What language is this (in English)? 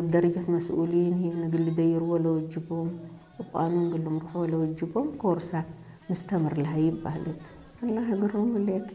Tigre